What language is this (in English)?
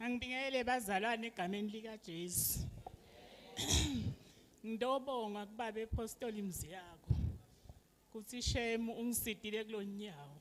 Zulu